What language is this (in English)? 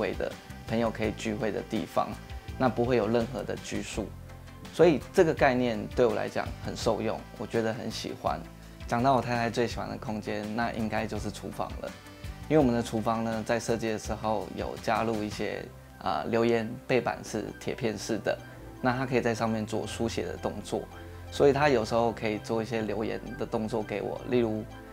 Chinese